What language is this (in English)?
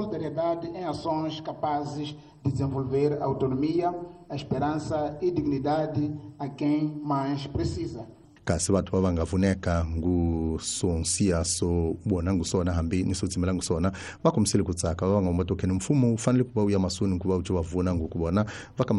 Tsonga